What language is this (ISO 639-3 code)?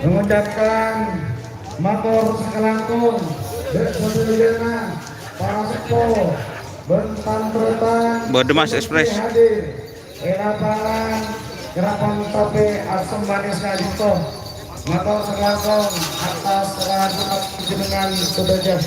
mad